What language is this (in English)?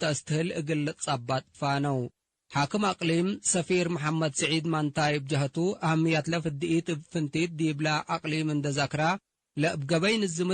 Tigre